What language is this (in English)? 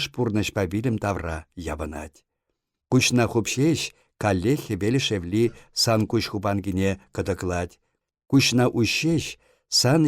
Chuvash